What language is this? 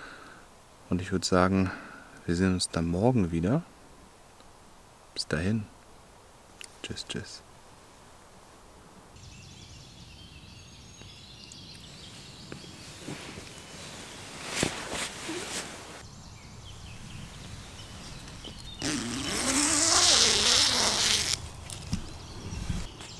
German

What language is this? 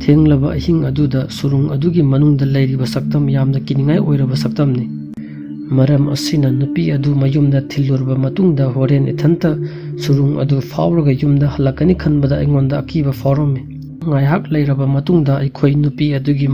Manipuri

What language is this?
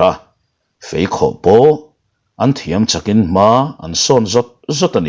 Mizo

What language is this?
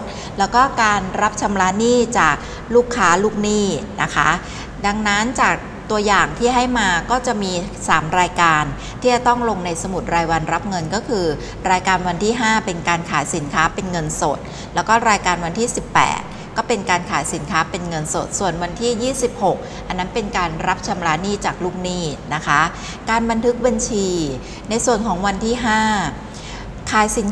Thai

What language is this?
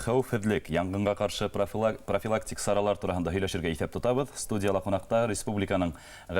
Bashkir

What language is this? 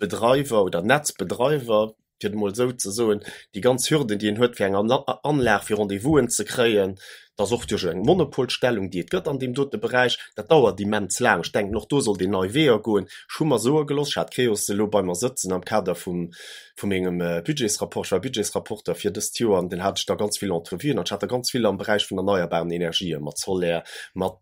Luxembourgish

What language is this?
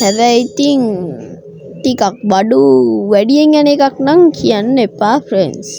Sinhala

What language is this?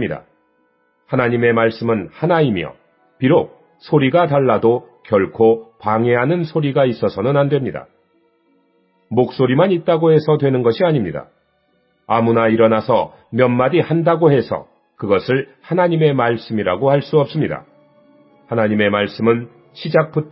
Korean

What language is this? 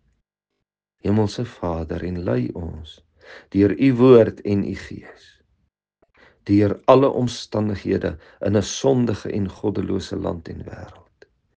Afrikaans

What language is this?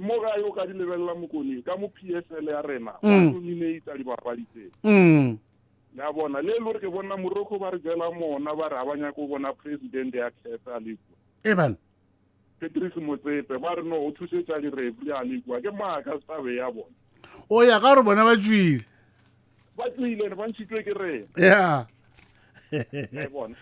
Northern Sotho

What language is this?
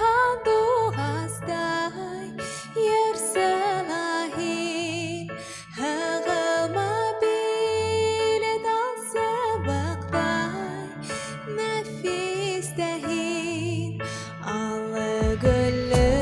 Bashkir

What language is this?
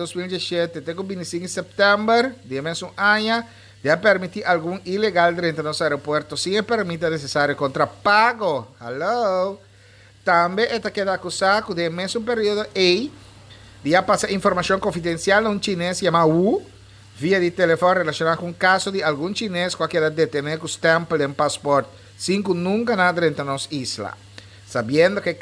Papiamento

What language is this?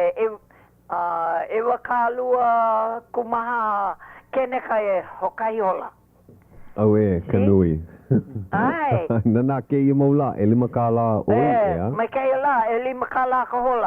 Hawaiian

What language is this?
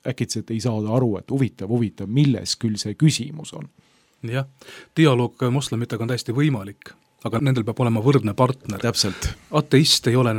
Estonian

